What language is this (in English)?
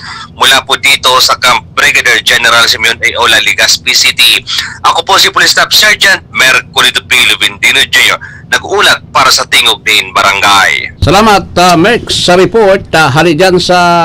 Bikol